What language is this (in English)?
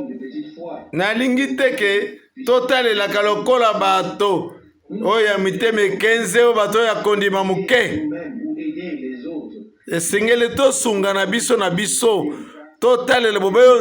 Lingala